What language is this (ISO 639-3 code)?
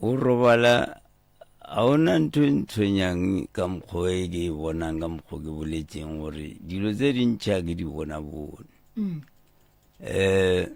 nso